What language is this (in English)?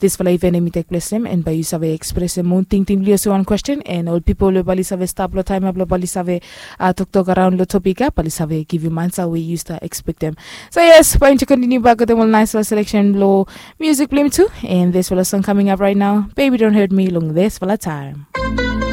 Bislama